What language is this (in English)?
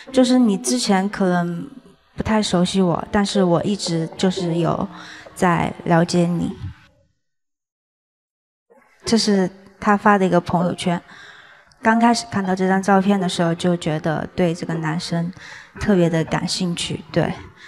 Chinese